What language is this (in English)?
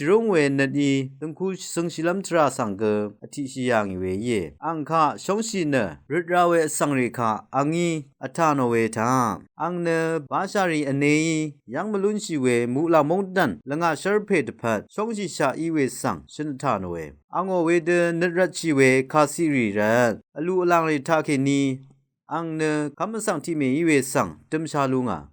Rawang